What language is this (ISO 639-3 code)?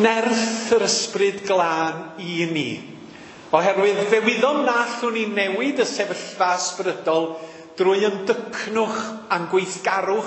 cym